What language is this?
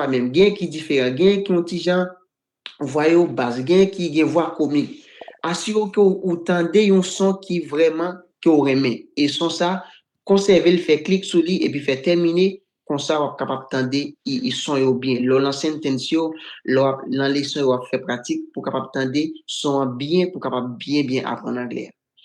Haitian Creole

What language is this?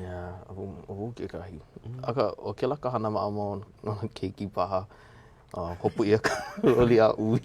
Hawaiian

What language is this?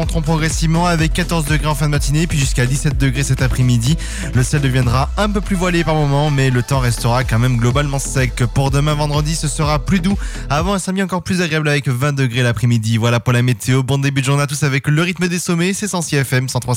French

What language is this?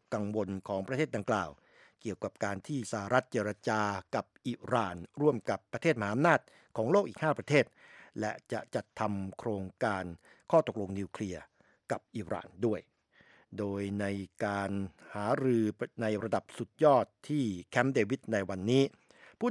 Thai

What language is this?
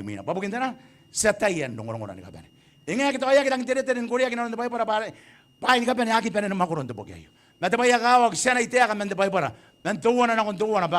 Gilbertese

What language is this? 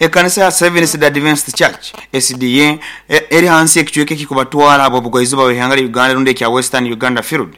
Nyoro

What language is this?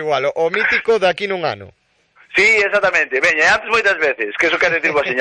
Galician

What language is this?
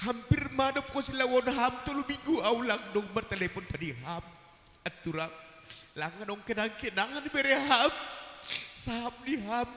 Batak Simalungun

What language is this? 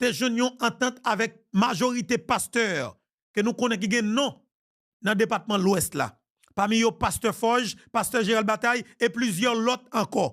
Haitian Creole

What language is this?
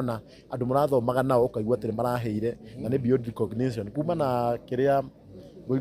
Kikuyu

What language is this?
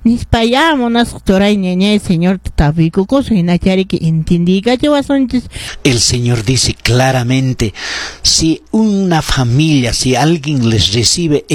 Quechua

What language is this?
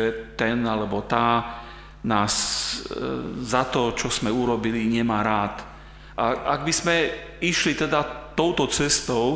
Slovak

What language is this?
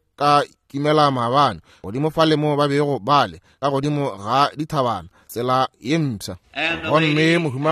Northern Sotho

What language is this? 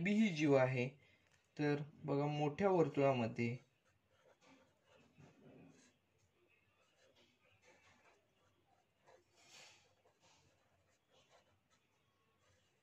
Marathi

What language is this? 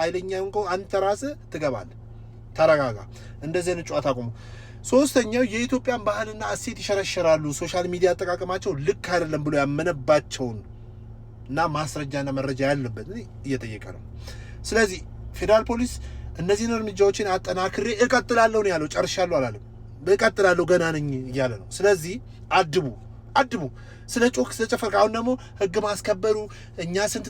Amharic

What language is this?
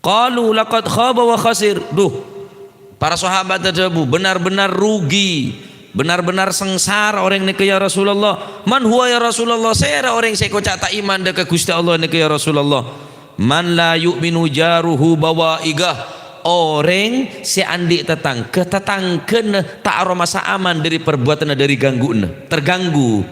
Madurese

